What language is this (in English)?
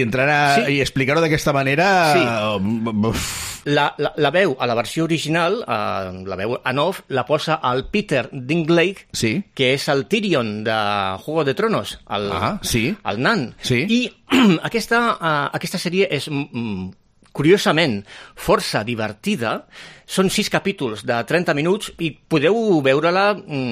Catalan